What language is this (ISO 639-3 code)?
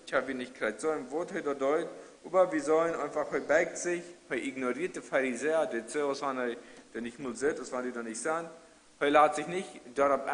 pdt